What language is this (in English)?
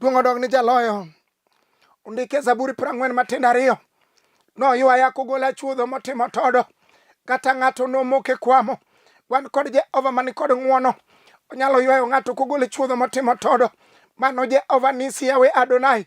Luo (Kenya and Tanzania)